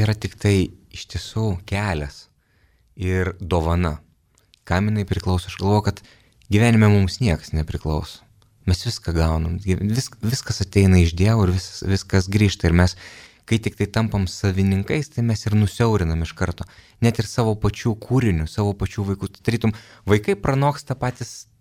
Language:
Lithuanian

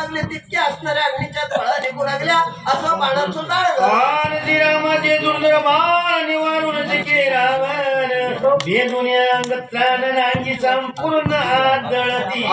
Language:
Marathi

